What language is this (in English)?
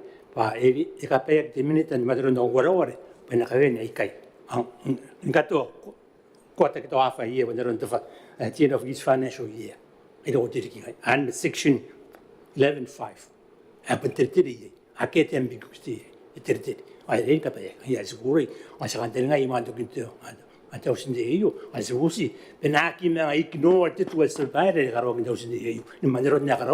Gilbertese